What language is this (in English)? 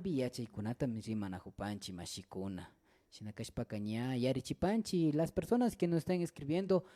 Imbabura Highland Quichua